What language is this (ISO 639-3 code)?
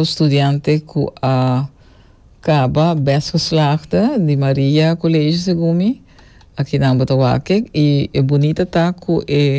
pap